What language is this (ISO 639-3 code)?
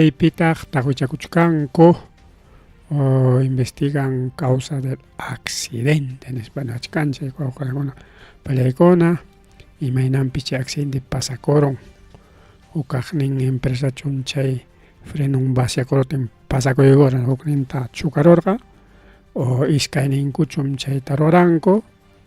quy